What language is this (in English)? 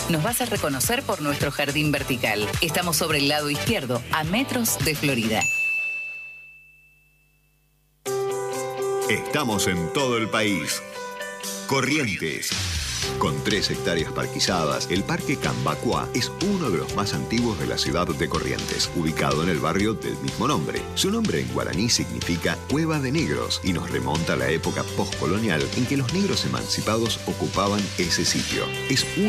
Spanish